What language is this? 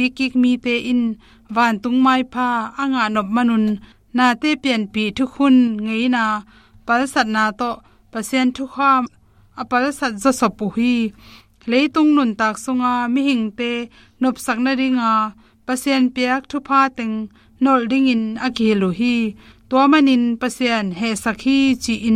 Tedim Chin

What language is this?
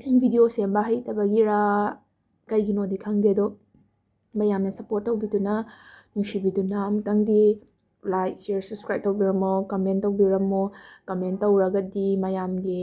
Manipuri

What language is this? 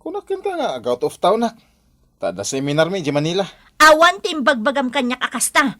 Iloko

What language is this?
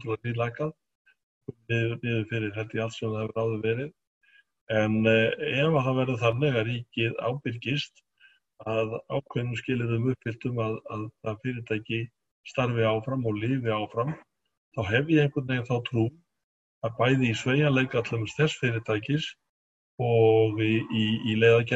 Icelandic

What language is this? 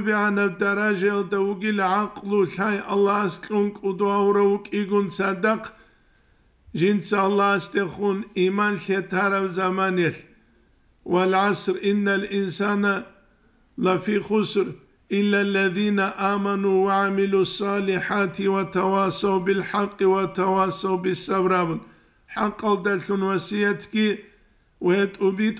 Avaric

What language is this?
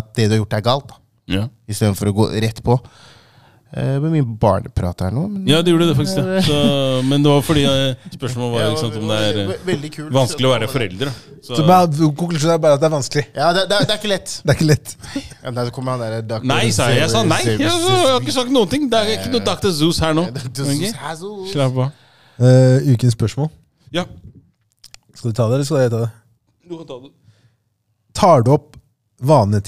Norwegian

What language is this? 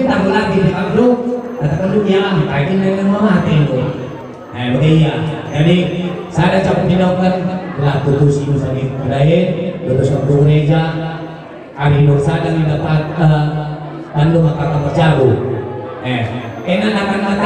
Batak Karo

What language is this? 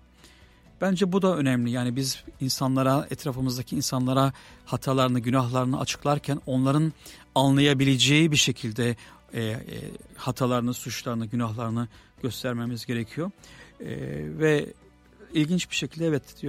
Turkish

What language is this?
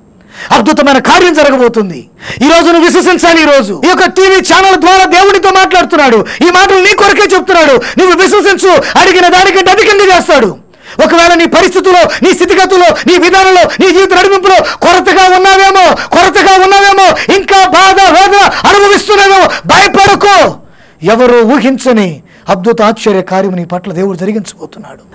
Telugu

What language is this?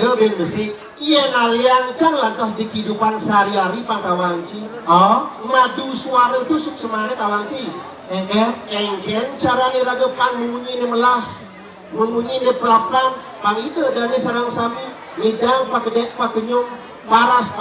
Balinese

